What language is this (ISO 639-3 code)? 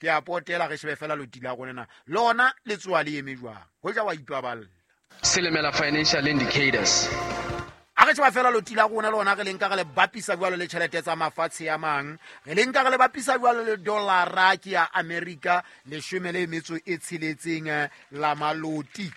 sot